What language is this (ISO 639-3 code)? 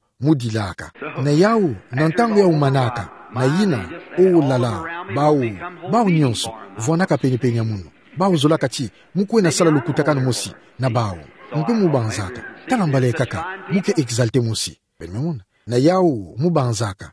ktu